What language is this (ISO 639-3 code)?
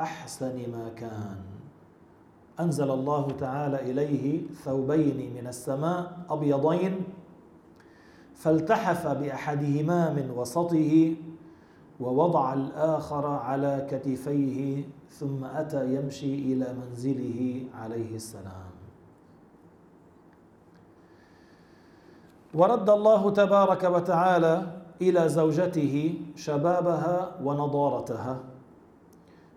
ara